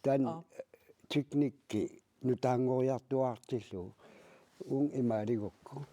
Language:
Kalaallisut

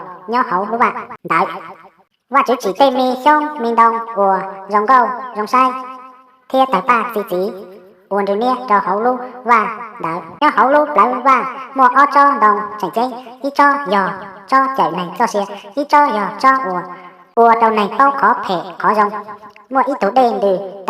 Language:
Hmong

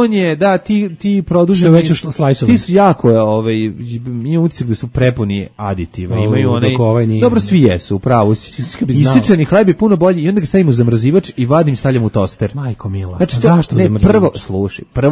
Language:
Serbian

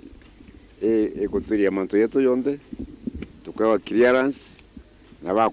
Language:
Meru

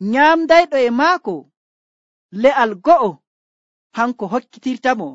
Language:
Nigerian Fulfulde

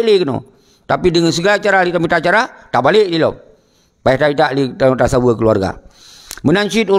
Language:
Achinese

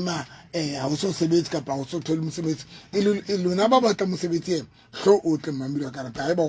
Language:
Southern Sotho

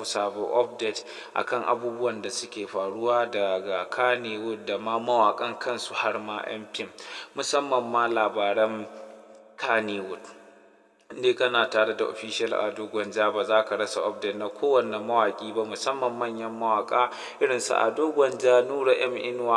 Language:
Hausa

